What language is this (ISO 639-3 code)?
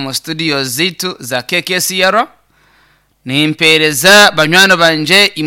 nyn